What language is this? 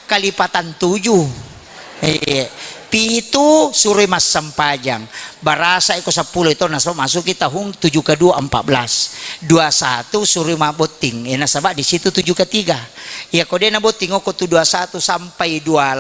Buginese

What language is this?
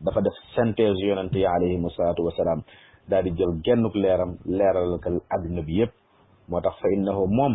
Wolof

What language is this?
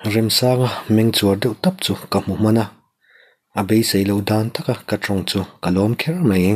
Mizo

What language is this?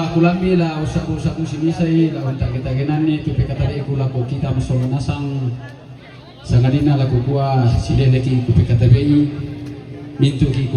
Toraja-Sa'dan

